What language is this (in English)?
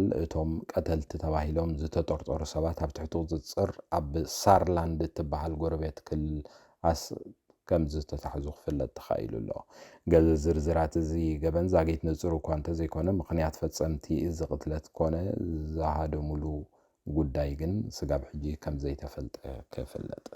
Tigrinya